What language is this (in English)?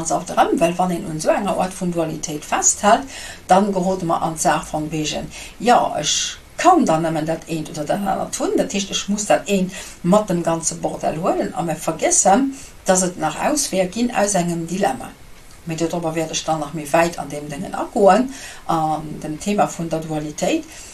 Luxembourgish